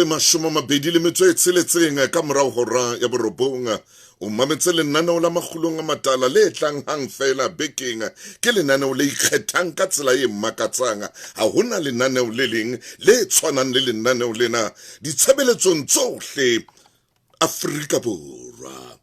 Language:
Southern Sotho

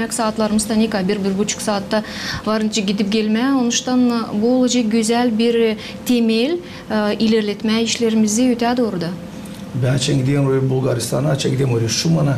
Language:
Gagauz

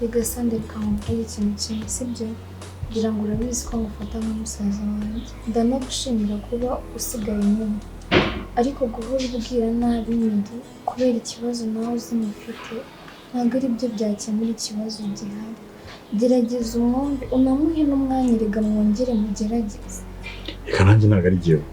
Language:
Kinyarwanda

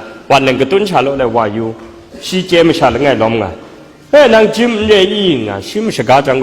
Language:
Kachin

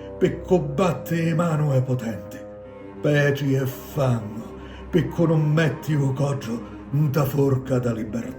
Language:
Sicilian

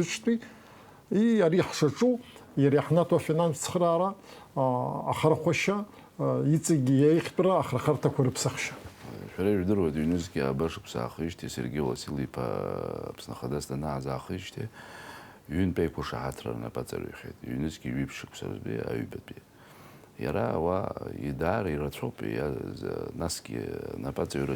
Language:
Abkhazian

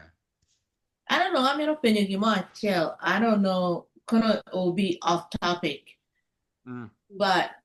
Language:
Acoli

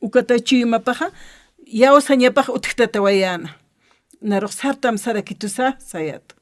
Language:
Aymara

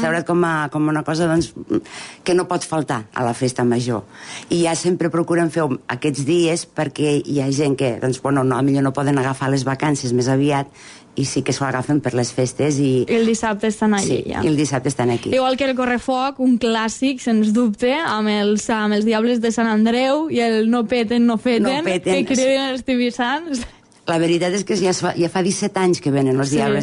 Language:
Catalan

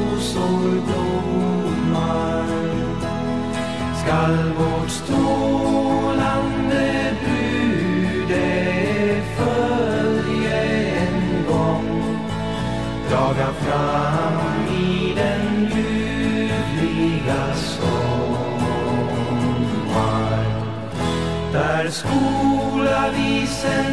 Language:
Swedish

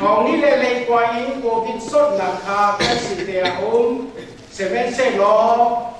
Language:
Hakha Chin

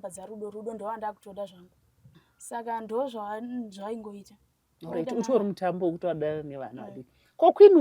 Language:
Shona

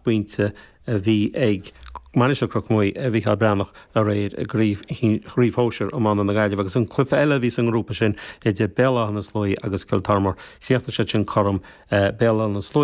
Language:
Irish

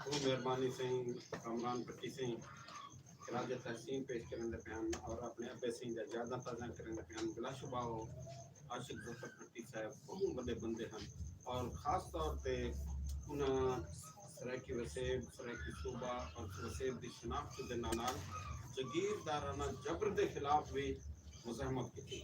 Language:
Saraiki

